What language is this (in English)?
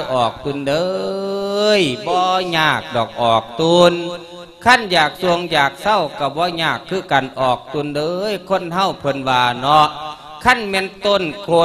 Lao